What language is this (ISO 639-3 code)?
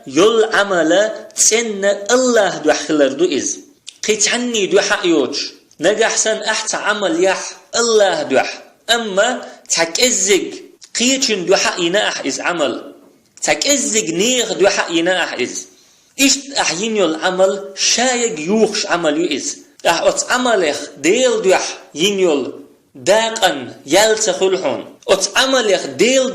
che